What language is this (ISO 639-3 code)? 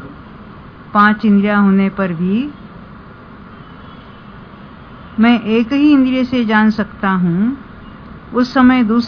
hin